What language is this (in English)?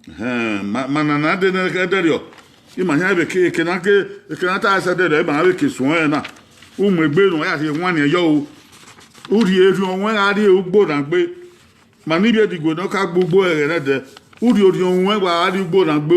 Bini